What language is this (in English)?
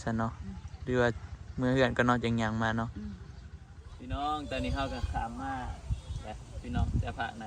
Northeastern Thai